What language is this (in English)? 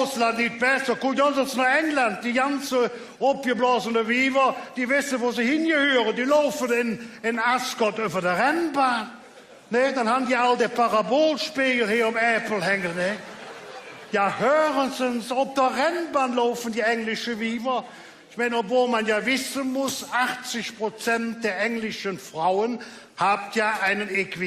Colognian